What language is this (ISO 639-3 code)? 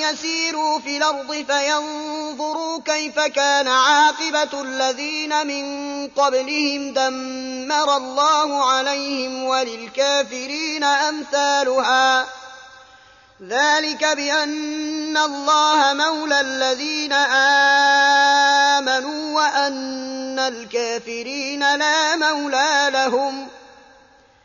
ara